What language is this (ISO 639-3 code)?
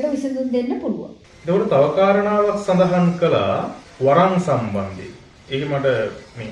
sin